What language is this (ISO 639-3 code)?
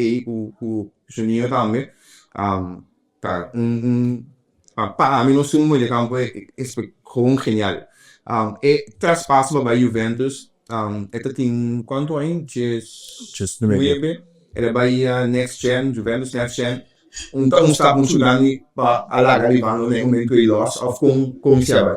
pap